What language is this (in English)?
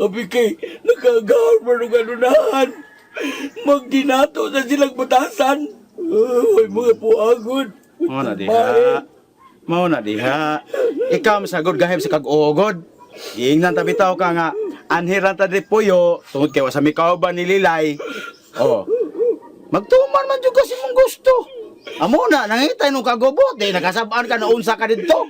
Cebuano